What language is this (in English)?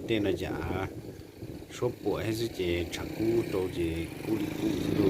Hmong